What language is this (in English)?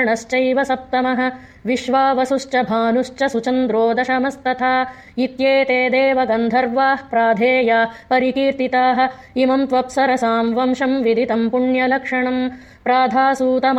Sanskrit